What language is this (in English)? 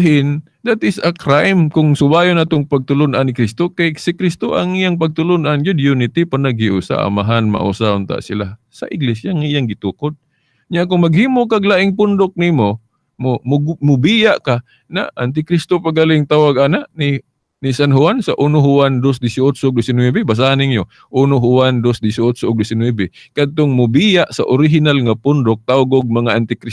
Cebuano